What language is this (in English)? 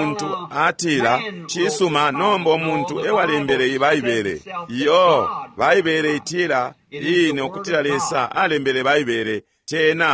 Bemba